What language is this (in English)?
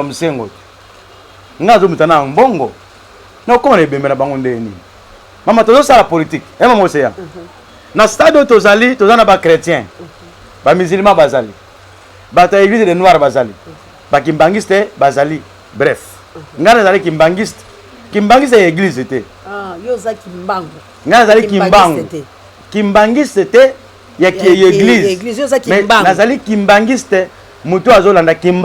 Lingala